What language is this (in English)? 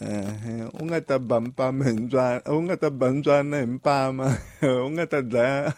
Tsonga